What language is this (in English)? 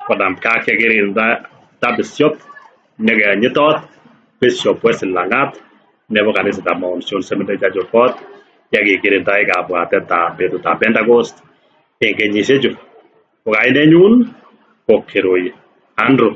Kalenjin